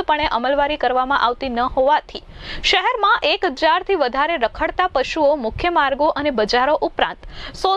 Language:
Gujarati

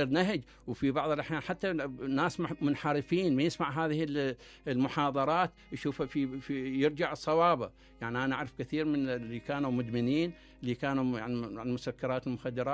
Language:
Mesopotamian Arabic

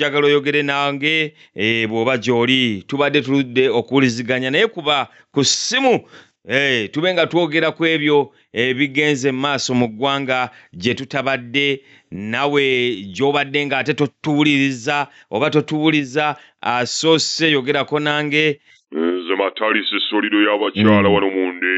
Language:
Ganda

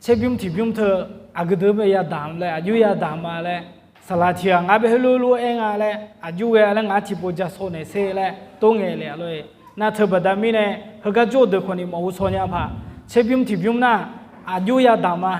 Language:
Akha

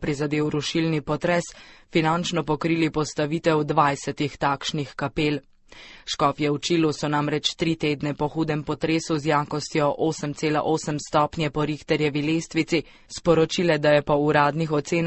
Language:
Slovenian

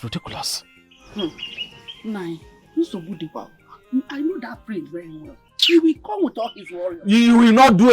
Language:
Nigerian Pidgin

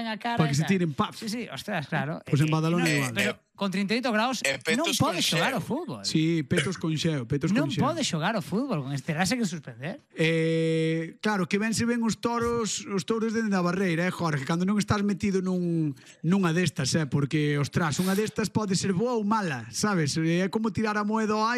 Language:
Galician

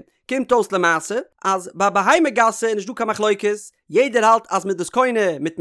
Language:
Yiddish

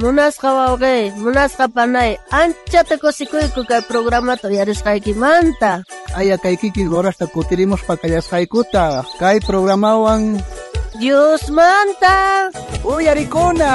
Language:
South Bolivian Quechua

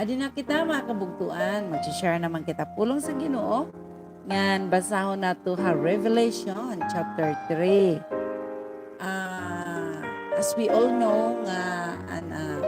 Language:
Waray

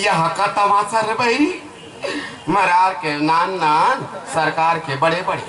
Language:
Chhattisgarhi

